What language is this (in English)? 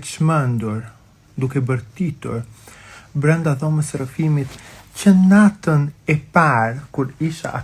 Albanian